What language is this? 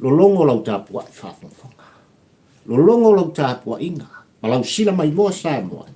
Samoan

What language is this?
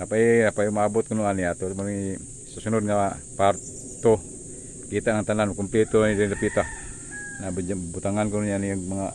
Cebuano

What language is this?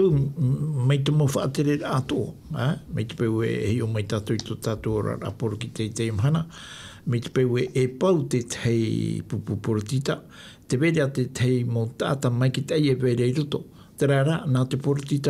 Tahitian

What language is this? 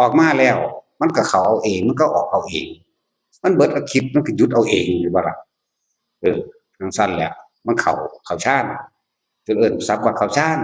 Northeastern Thai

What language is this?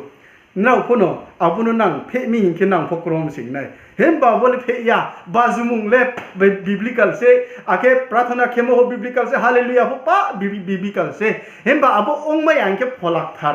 Riang (India)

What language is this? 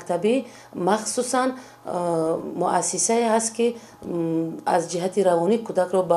Tajik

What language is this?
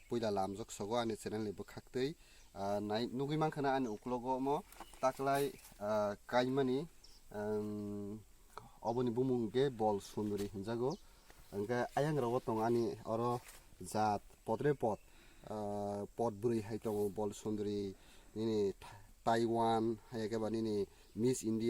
Kok Borok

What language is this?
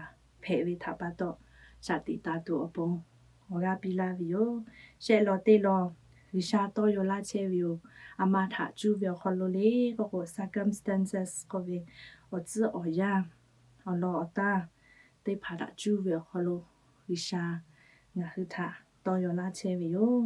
Lahu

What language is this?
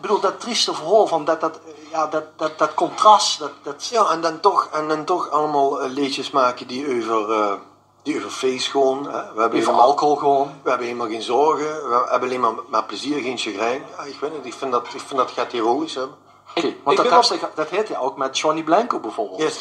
Limburgish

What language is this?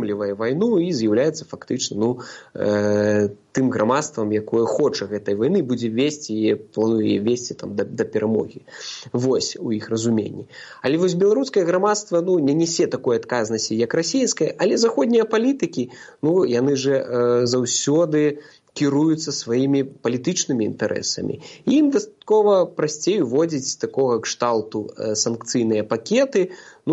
Belarusian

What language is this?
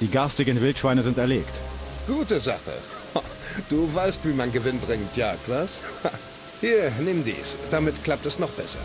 Bavarian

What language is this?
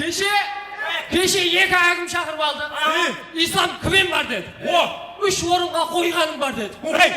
Kara-Kalpak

